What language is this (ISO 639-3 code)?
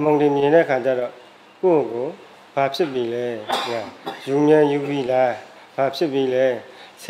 mya